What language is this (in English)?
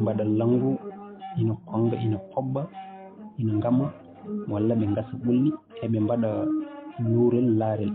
Fula